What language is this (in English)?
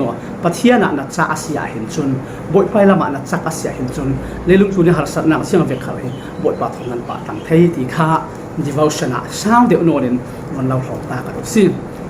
Falam Chin